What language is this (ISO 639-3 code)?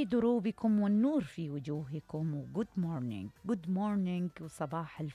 acm